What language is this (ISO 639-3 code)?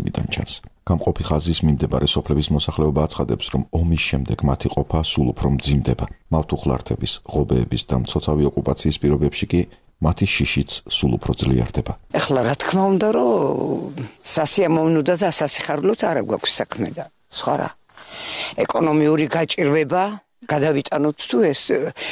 kat